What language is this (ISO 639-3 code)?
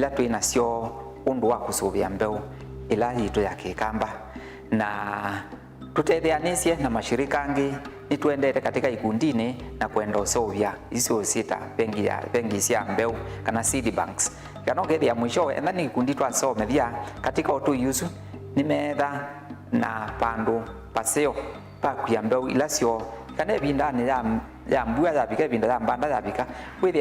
kam